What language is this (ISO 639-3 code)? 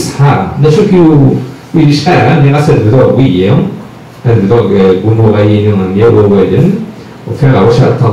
kab